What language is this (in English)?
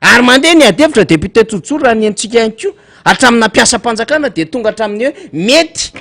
Malagasy